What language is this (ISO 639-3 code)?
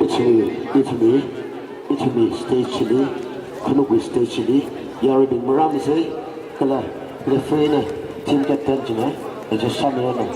nmf